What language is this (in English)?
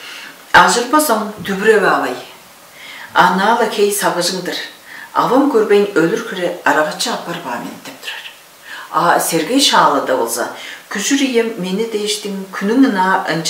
Tuvinian